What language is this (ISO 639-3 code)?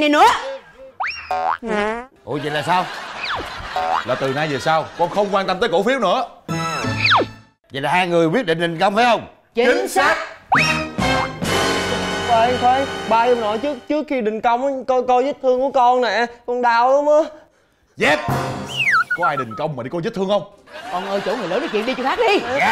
vie